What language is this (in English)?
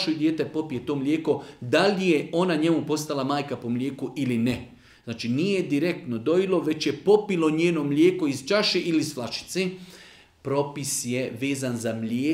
Bosnian